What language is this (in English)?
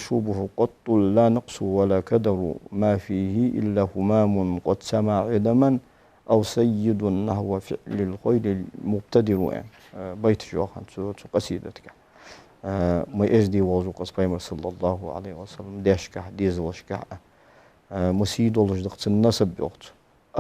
Ingush